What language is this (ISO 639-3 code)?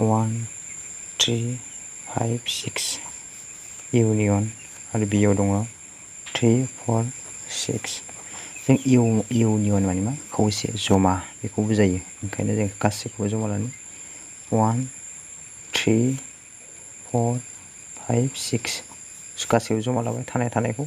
brx